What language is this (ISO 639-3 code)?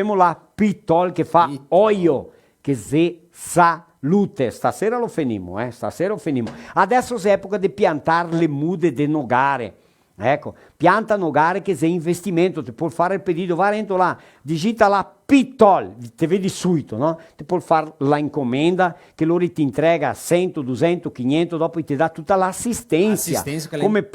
vec